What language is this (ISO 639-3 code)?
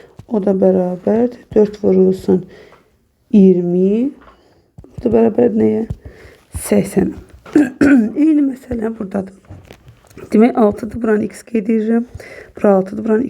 aze